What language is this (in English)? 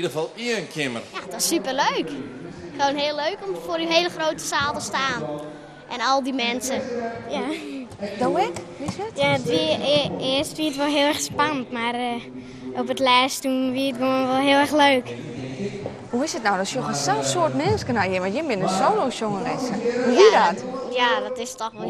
Western Frisian